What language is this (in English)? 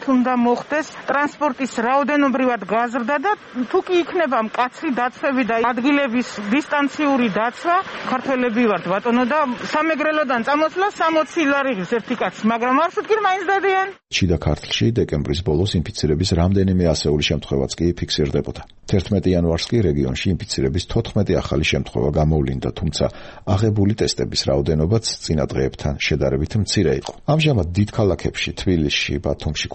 Georgian